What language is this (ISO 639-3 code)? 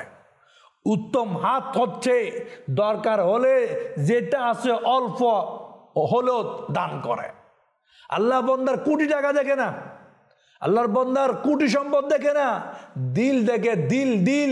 ben